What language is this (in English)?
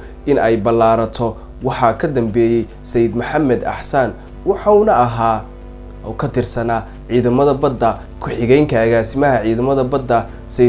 Somali